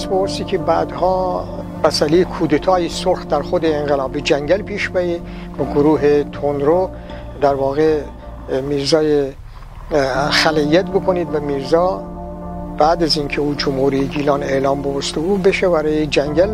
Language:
Gilaki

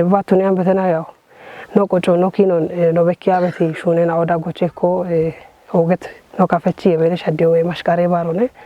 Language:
Kafa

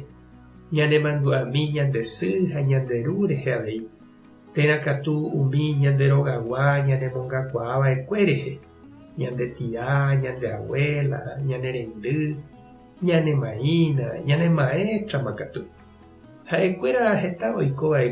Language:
Guarani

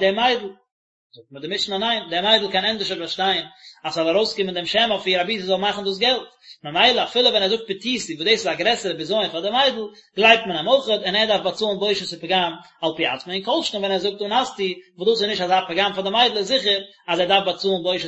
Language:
Yiddish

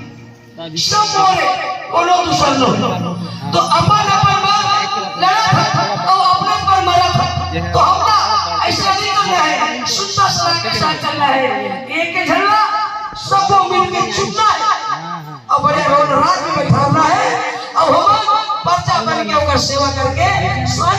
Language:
Chhattisgarhi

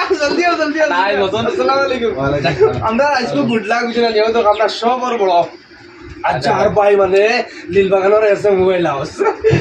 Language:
Sylheti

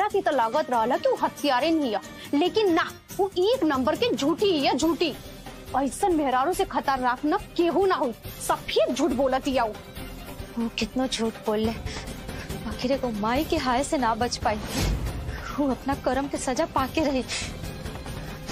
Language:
Bhojpuri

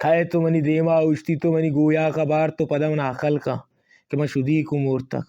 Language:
Baluchi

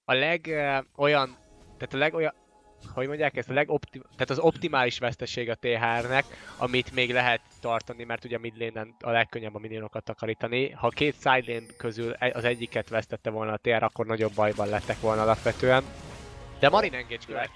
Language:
Hungarian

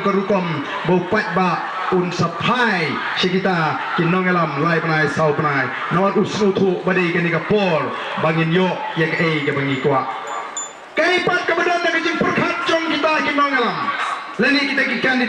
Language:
Khasi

